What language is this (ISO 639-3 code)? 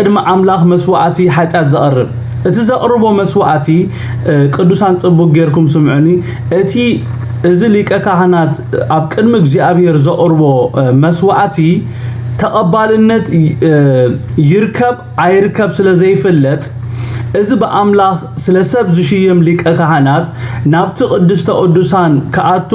tir